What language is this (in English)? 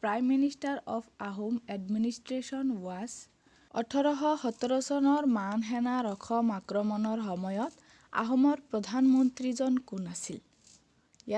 Assamese